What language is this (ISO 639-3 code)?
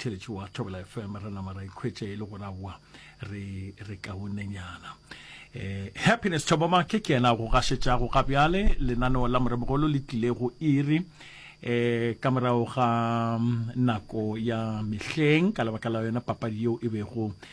nso